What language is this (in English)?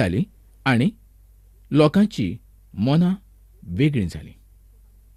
Konkani